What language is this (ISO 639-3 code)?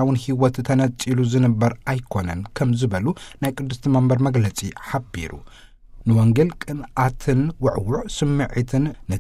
tir